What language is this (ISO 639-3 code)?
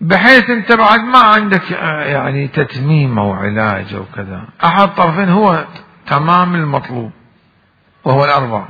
acm